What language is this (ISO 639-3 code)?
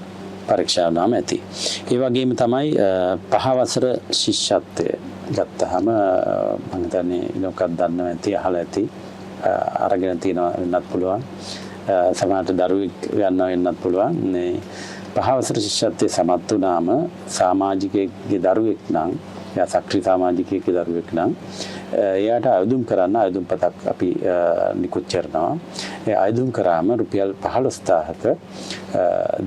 sin